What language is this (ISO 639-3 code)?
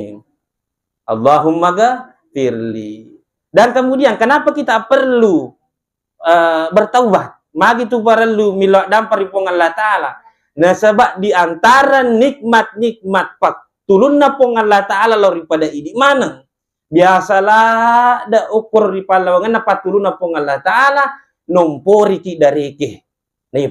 bug